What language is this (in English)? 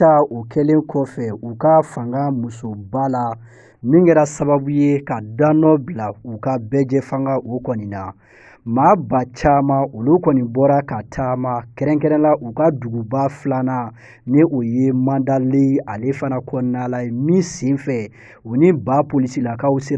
Bambara